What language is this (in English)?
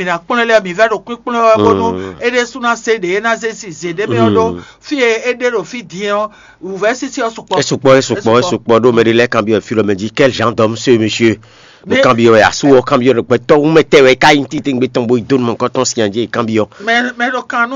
Fon